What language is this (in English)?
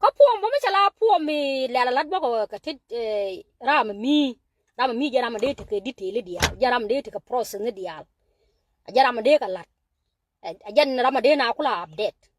Nuer